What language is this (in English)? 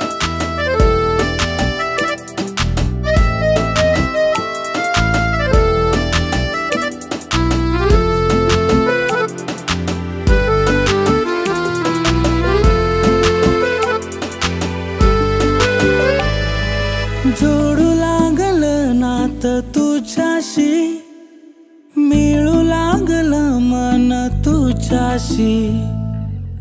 Marathi